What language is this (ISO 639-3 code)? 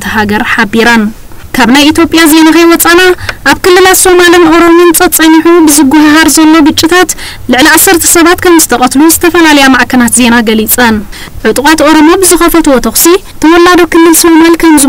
tir